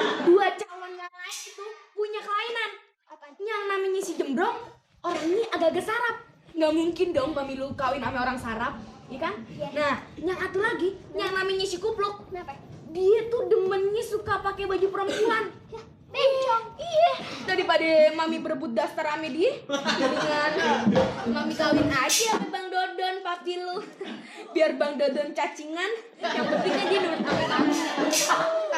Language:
Betawi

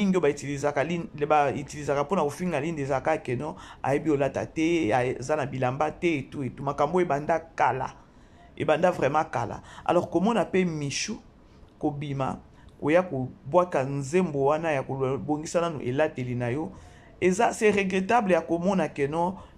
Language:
Lingala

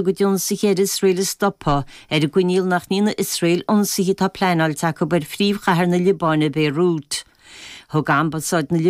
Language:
Irish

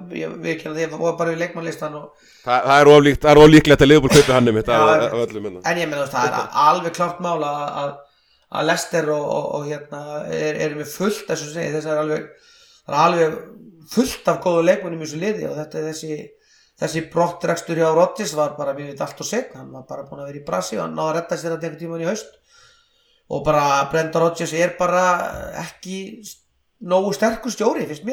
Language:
Icelandic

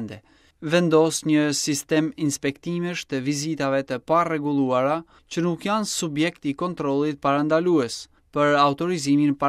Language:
Albanian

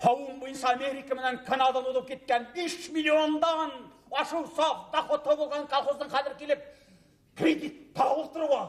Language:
Bashkir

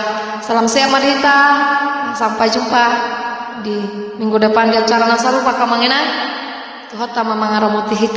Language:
Batak Toba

